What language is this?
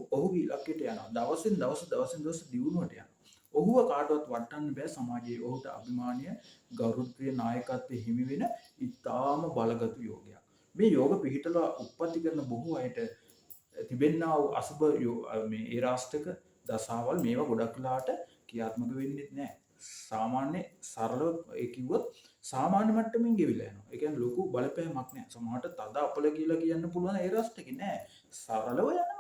Sinhala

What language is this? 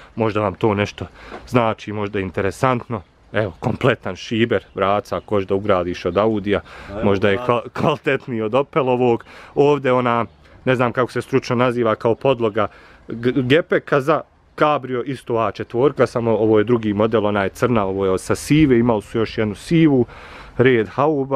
Bosnian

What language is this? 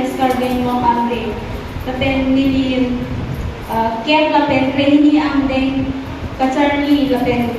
Karbi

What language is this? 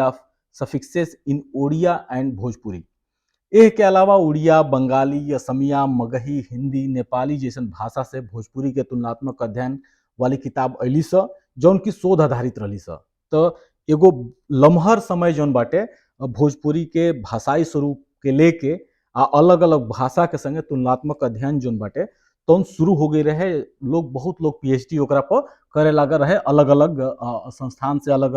Bhojpuri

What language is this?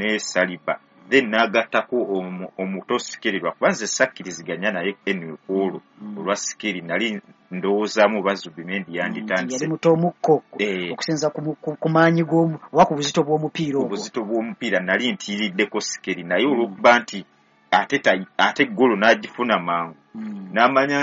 Ganda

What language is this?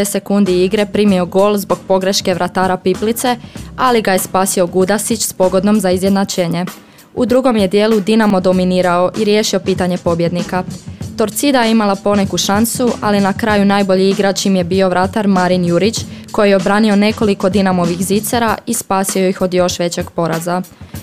Croatian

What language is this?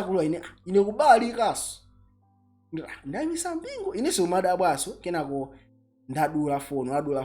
Nyanja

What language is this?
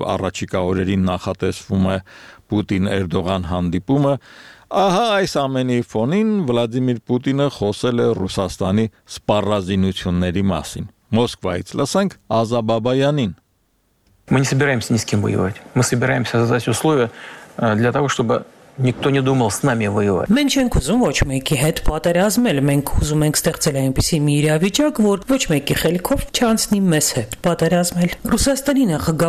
Armenian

